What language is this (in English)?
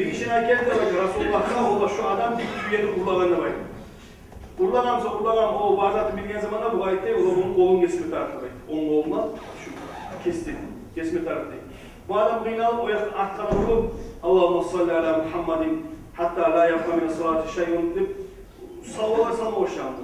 Kumyk